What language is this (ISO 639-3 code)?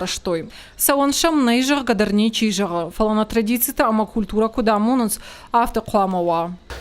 oss